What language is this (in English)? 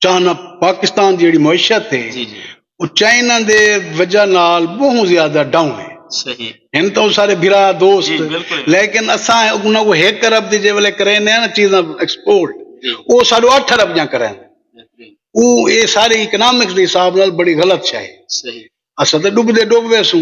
Saraiki